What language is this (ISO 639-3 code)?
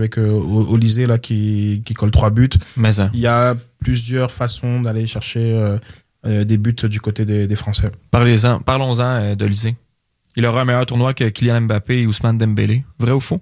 fra